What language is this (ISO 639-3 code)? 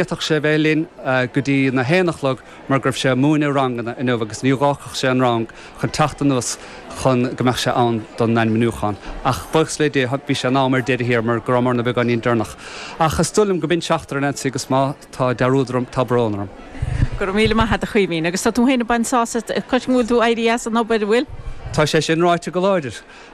gle